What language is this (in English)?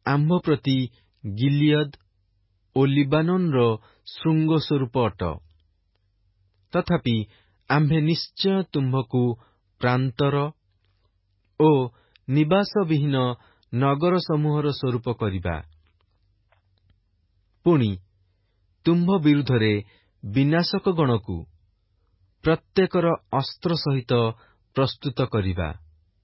Odia